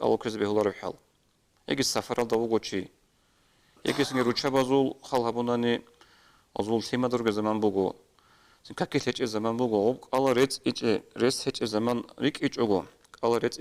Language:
Avaric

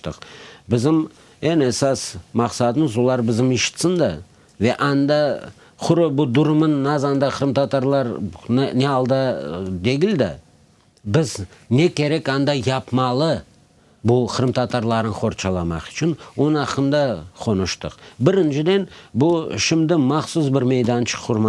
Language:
Crimean Tatar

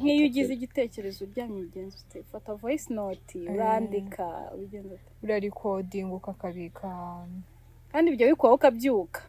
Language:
Kinyarwanda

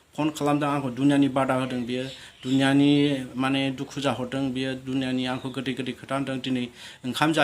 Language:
Bodo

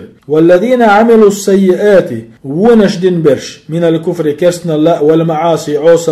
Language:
Chechen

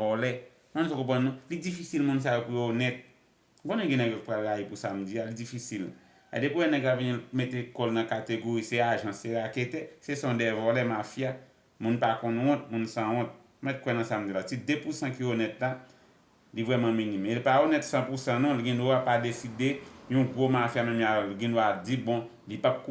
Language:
Haitian Creole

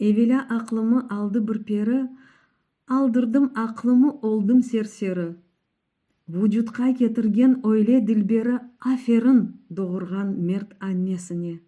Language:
Crimean Tatar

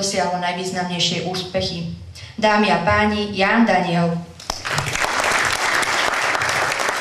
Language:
Slovak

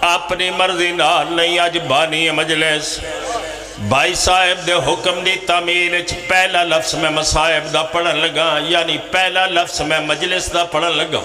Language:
Pahari-Potwari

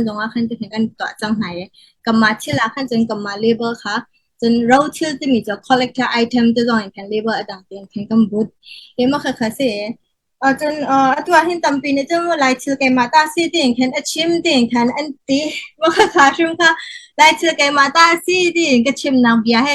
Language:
Hakha Chin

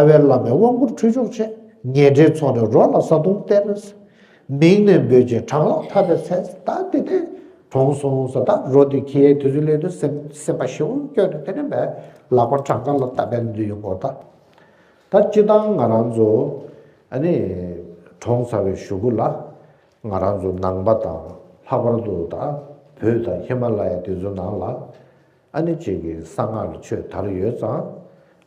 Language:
Tibetan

